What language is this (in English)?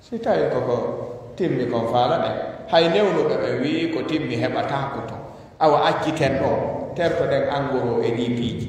Fula